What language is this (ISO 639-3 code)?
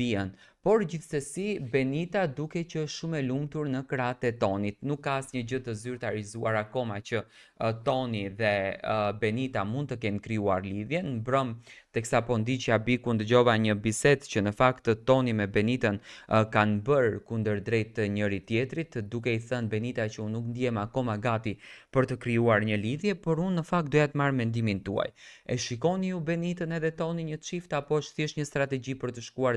sqi